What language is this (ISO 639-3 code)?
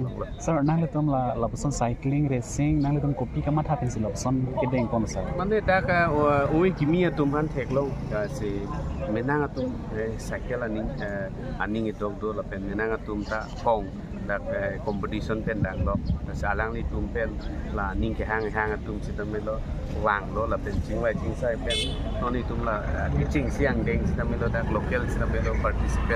mjw